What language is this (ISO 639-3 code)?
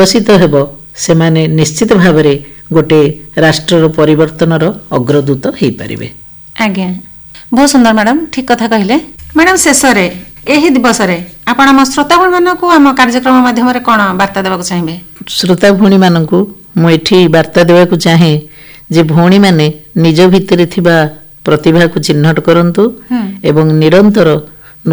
ori